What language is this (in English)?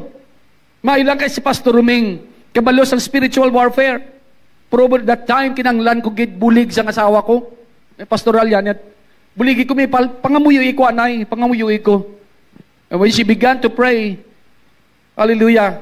Hiligaynon